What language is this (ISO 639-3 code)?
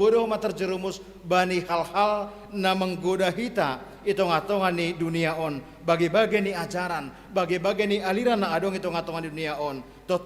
bts